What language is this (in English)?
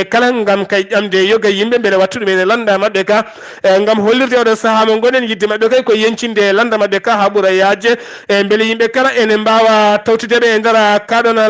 Fula